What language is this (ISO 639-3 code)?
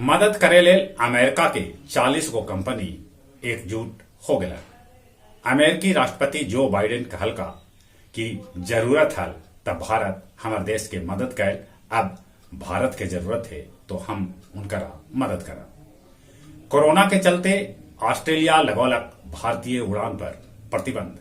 mag